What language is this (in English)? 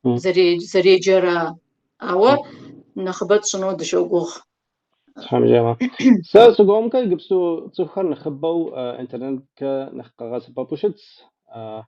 Kabardian